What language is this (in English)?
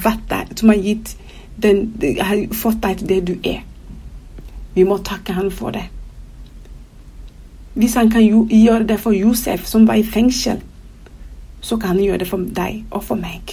Norwegian